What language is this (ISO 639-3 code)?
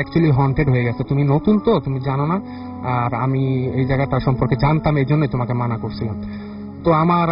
ben